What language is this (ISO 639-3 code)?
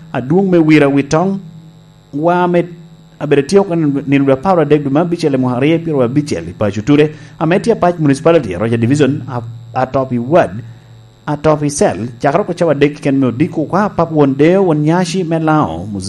laj